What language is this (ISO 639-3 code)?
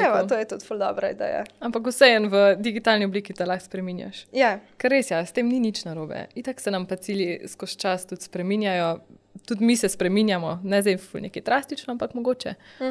slv